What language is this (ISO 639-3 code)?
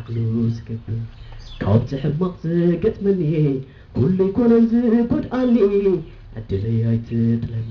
tir